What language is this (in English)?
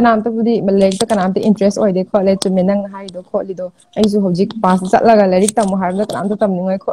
Manipuri